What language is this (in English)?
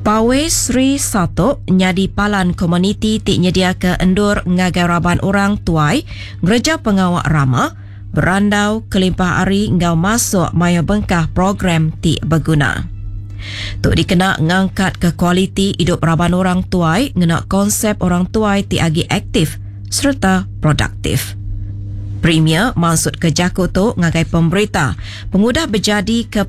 Iban